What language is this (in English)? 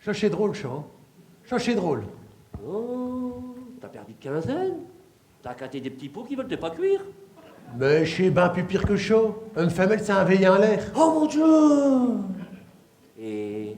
Picard